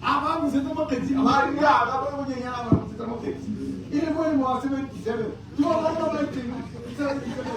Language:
Tswana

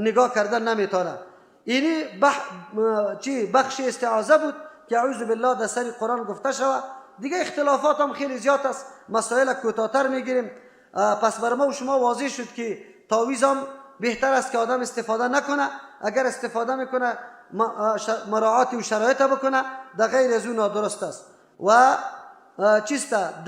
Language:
Persian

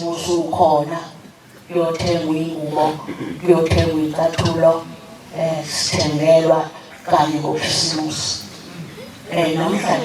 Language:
Zulu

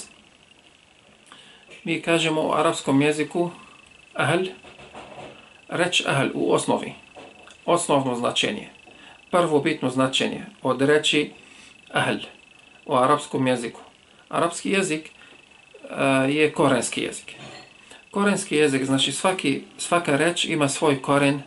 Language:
Bosnian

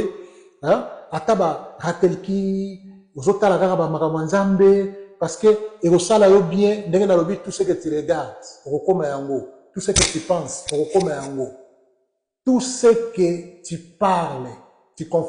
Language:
Lingala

